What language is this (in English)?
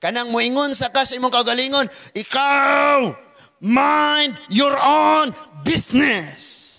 Cebuano